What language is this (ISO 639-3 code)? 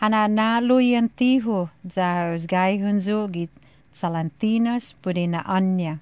slv